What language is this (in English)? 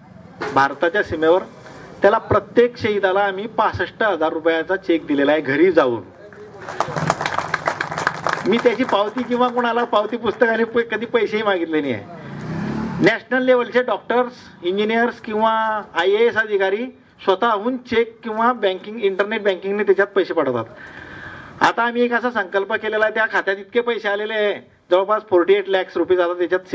Marathi